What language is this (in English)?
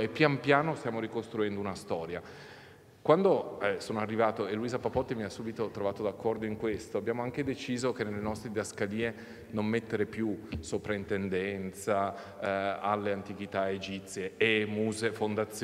Italian